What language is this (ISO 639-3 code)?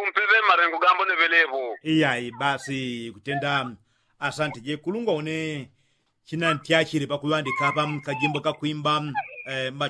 yao